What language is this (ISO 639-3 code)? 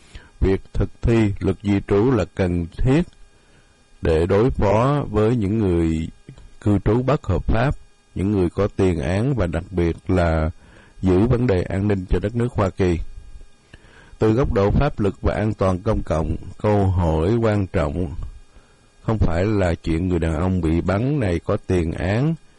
vie